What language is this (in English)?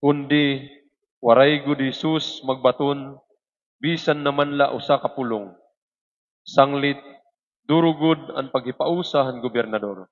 Waray